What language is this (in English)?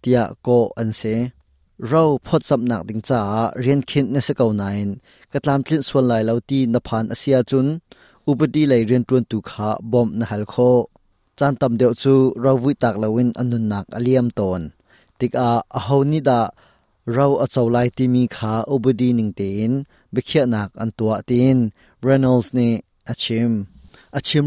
Hakha Chin